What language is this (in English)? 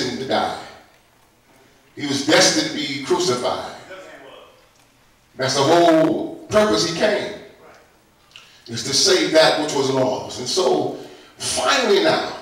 English